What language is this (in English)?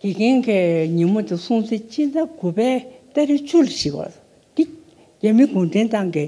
Tibetan